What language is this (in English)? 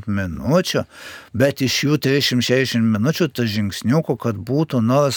Lithuanian